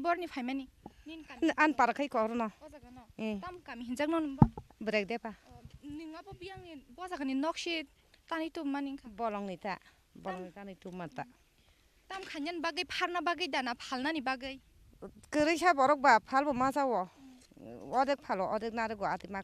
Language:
Kok Borok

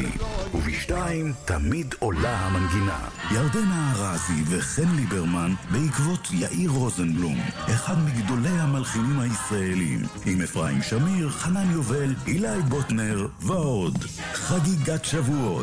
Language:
Hebrew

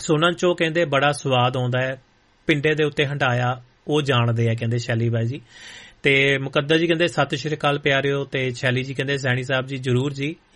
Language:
Punjabi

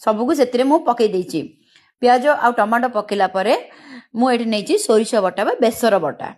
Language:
Odia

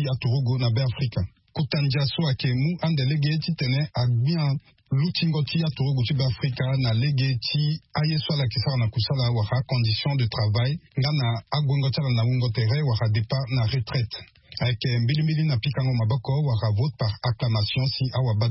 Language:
Sango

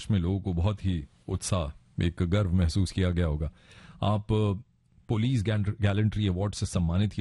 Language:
Hindi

